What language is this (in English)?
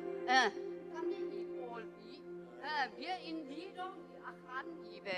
Tedim Chin